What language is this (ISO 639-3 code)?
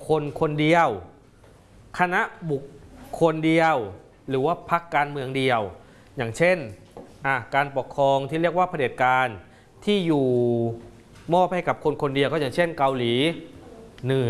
tha